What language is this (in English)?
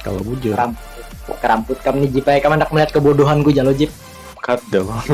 Banjar